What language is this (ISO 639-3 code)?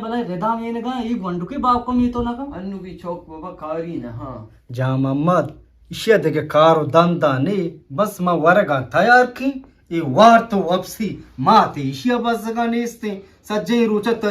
bgp